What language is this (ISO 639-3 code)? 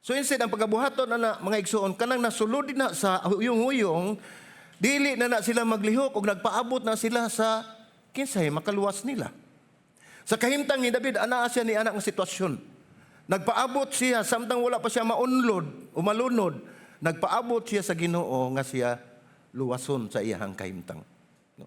ceb